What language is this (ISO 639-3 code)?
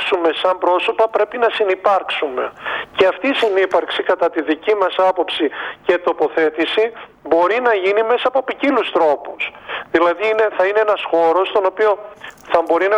ell